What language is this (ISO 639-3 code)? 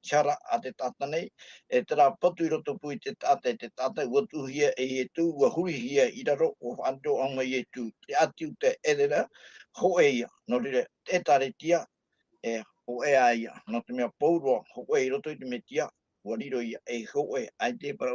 tah